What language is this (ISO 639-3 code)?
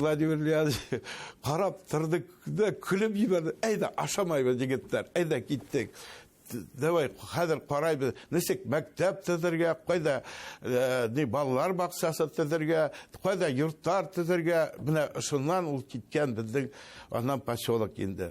bak